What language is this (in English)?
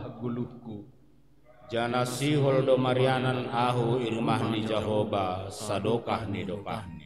Batak Simalungun